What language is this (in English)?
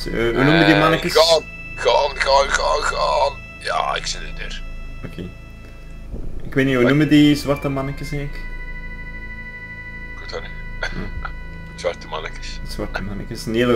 Dutch